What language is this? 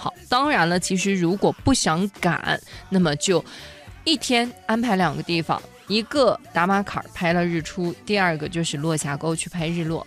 Chinese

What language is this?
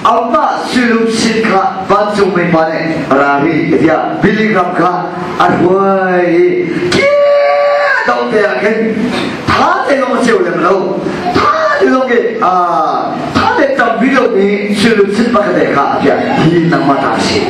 Hakha Chin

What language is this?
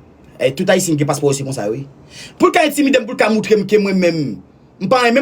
Haitian Creole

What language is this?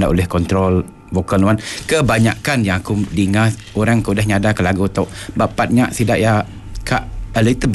Iban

